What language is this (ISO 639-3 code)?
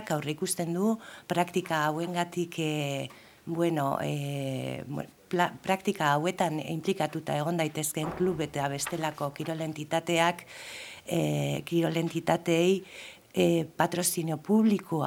eus